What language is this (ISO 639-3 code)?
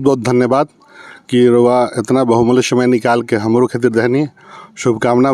bho